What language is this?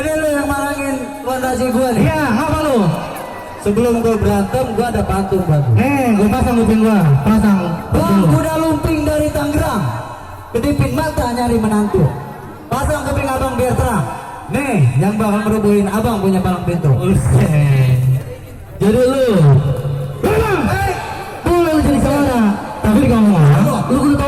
Betawi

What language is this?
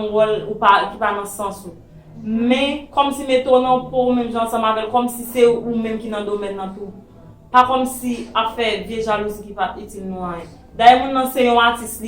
Haitian Creole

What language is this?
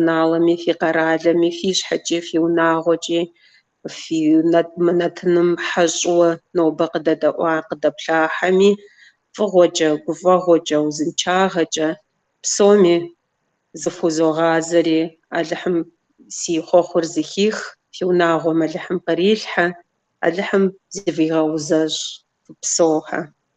Kabardian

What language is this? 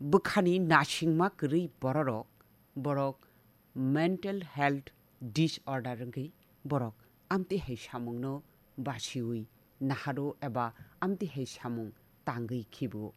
Kok Borok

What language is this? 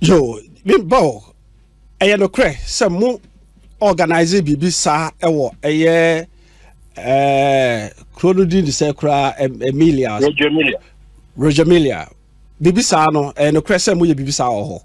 Akan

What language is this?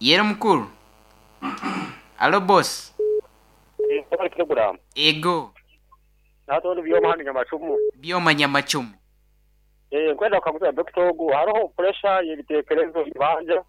Nyoro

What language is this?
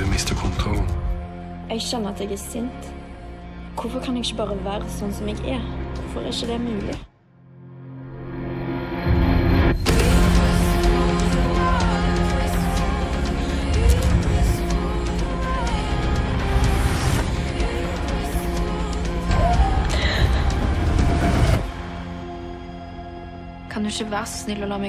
Norwegian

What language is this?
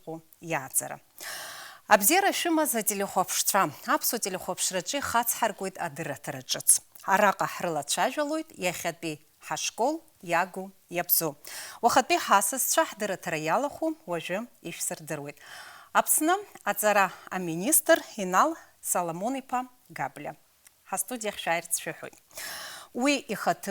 Abkhazian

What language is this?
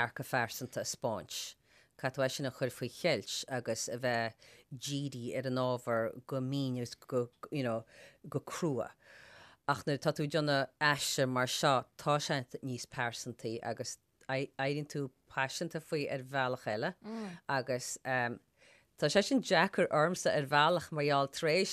Irish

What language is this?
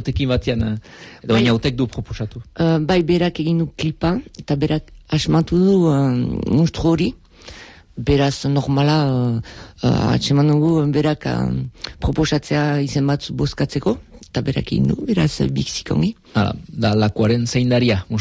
Basque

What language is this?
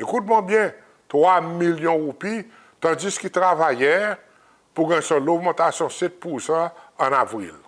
Seselwa Creole French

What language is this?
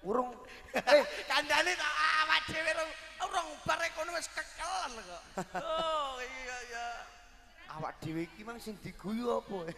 Javanese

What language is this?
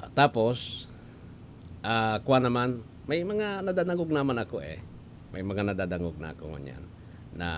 Bikol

